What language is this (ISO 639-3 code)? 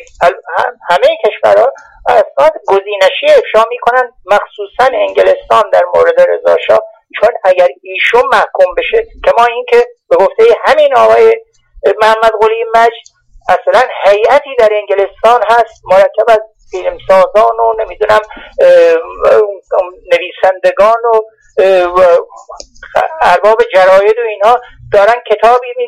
fas